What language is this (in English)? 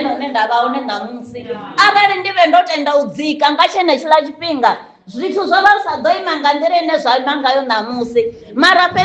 Venda